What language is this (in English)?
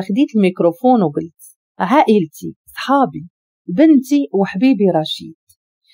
Moroccan Arabic